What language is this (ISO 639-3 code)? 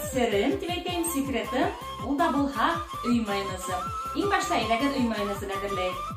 bak